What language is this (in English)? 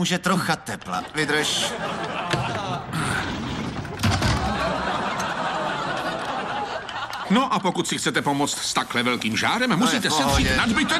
Czech